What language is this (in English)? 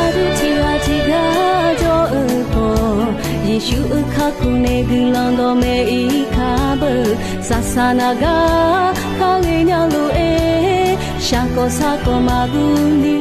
Akha